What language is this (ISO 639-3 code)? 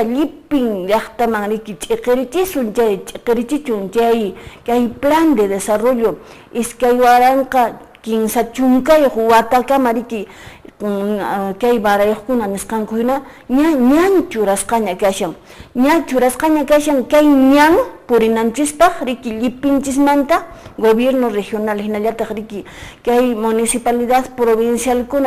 que